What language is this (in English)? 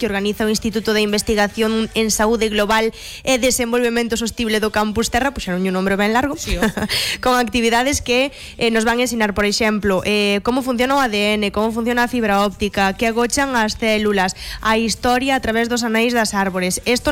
Galician